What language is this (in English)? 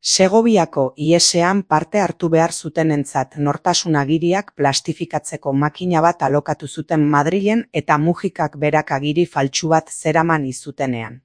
Basque